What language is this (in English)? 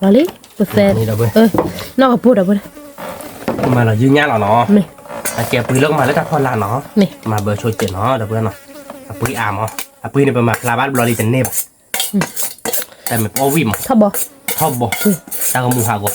S'gaw Karen